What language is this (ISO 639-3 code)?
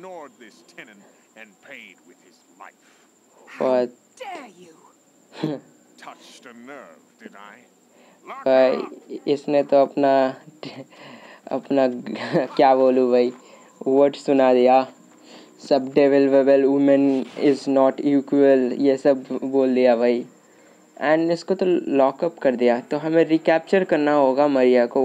hin